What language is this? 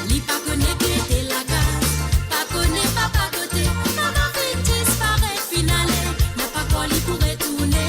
Morisyen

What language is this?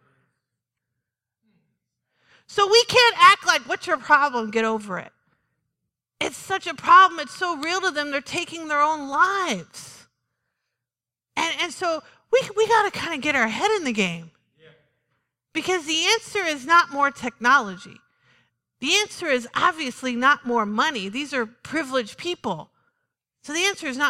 English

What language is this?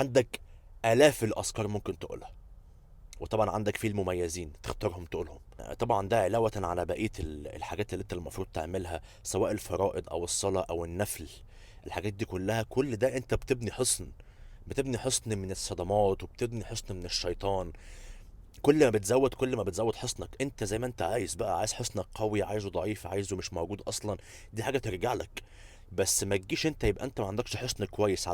Egyptian Arabic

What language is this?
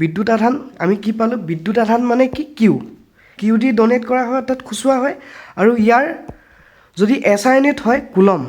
Assamese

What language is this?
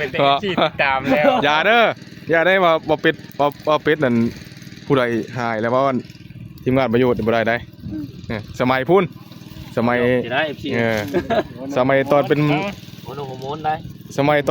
Northeastern Thai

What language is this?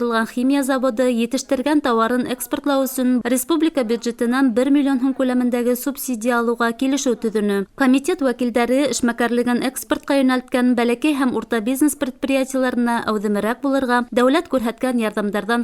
Bashkir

